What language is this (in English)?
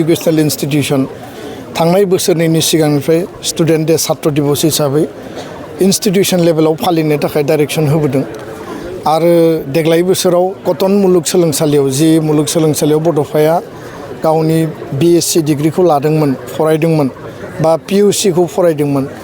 Bodo